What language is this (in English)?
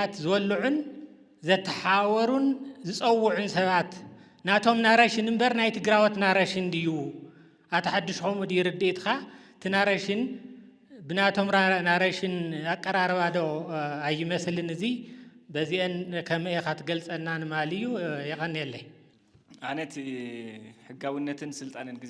Tigrinya